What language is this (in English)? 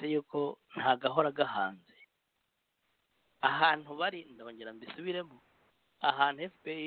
Kinyarwanda